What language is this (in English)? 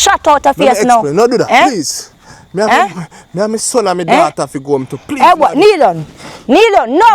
Jamaican Creole English